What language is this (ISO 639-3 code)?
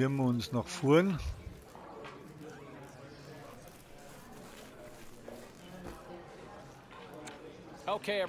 deu